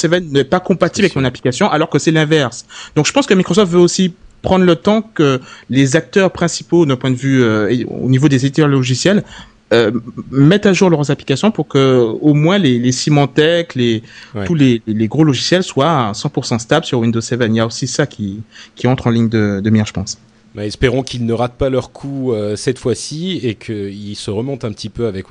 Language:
French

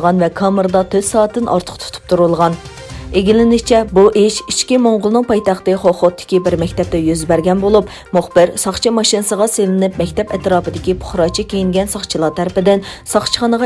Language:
Uyghur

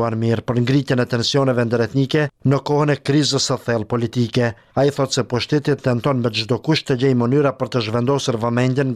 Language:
Albanian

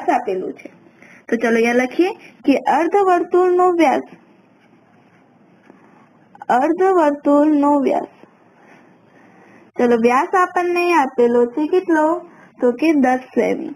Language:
Gujarati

